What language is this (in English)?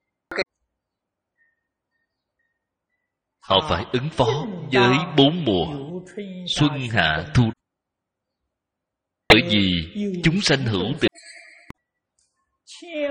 Vietnamese